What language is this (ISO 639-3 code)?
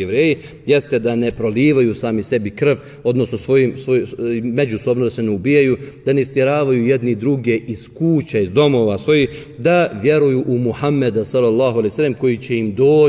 bos